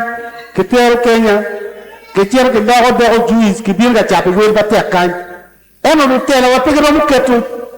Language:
Acoli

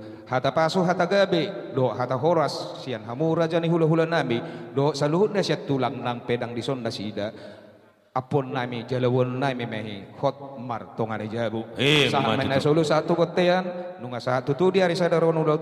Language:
Batak Toba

